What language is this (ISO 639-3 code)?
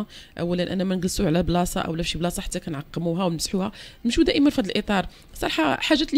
ary